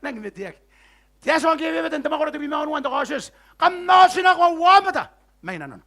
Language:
Gilbertese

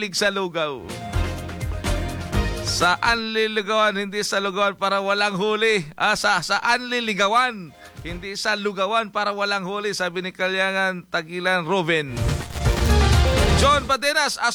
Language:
Filipino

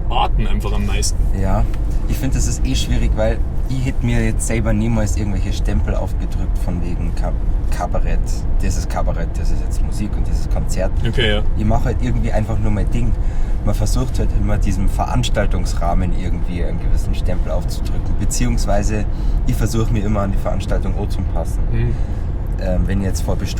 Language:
Bavarian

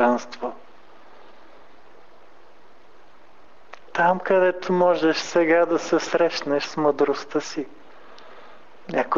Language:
Bulgarian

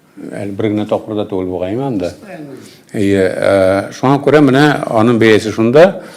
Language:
Tatar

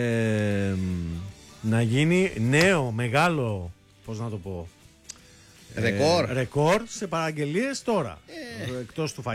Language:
Greek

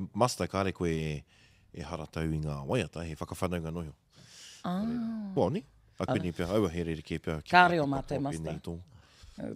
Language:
Māori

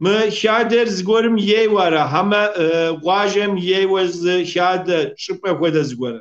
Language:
Kabardian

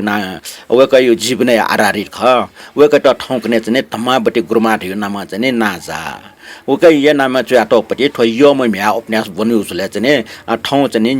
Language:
Newari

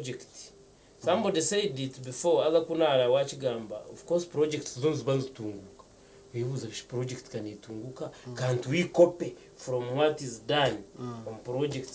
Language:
Nyankole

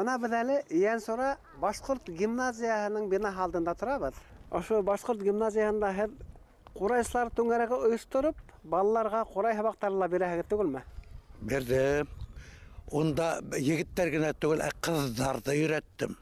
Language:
Bashkir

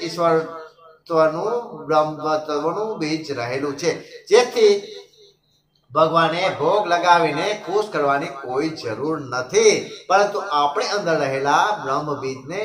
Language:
Gujarati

